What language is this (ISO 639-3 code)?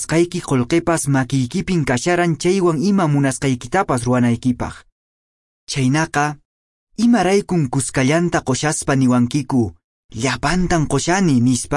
que